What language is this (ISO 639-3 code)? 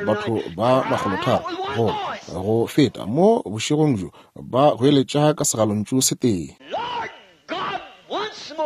nso